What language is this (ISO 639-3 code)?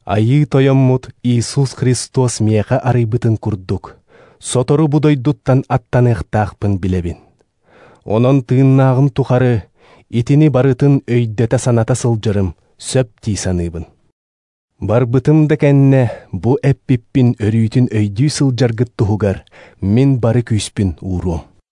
sah